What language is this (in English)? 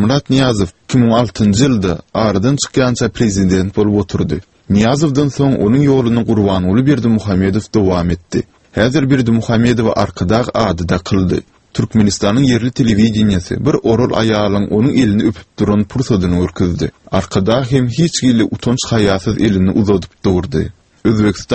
Turkmen